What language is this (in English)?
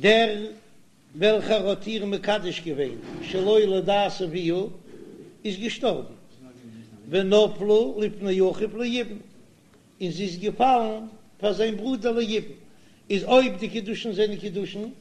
Yiddish